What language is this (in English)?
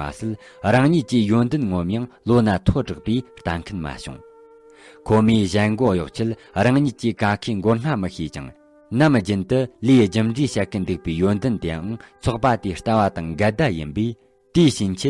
Tibetan